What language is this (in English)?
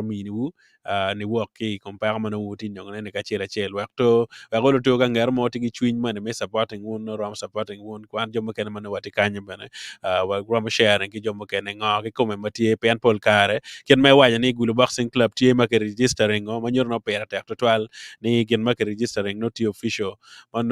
Acoli